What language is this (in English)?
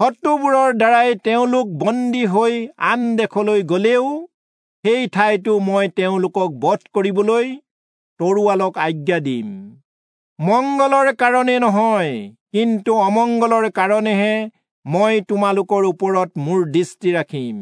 Assamese